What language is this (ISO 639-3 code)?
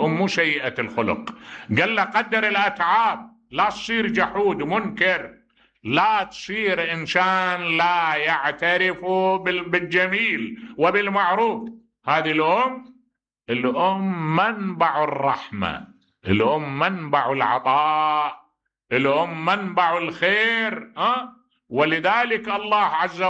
acm